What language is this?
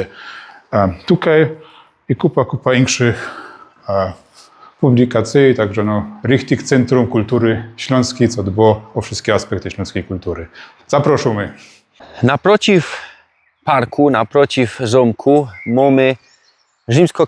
Silesian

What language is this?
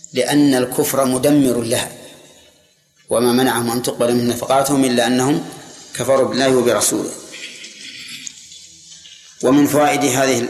Arabic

